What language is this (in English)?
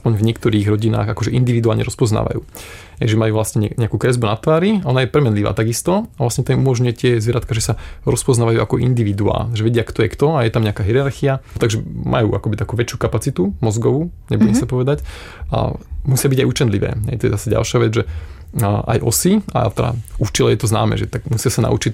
Slovak